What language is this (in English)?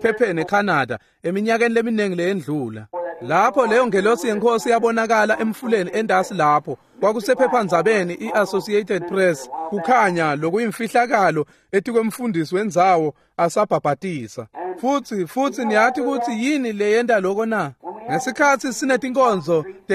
Swati